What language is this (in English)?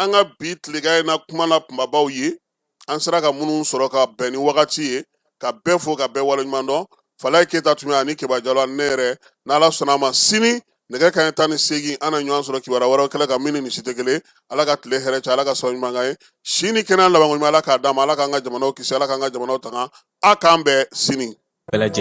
Bambara